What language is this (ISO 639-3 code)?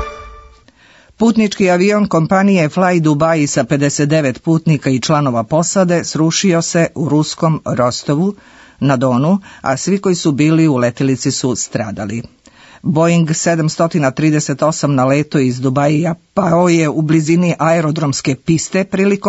srp